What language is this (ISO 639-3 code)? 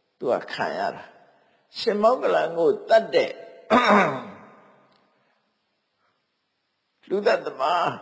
mya